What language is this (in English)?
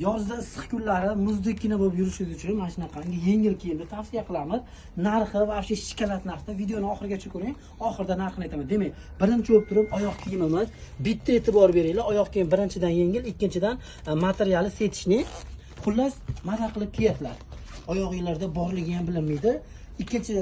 Uzbek